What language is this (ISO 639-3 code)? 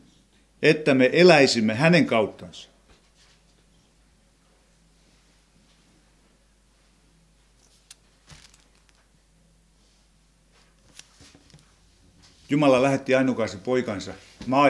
fin